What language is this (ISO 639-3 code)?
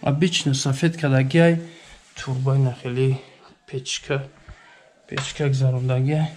tgk